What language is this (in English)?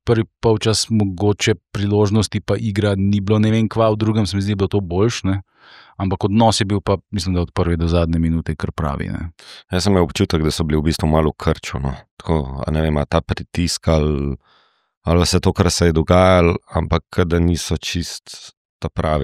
Slovenian